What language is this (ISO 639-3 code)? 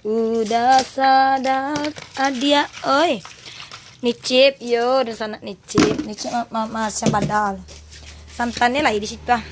min